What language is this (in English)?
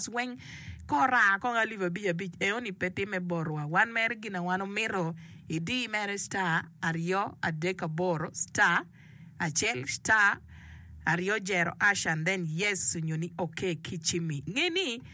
Acoli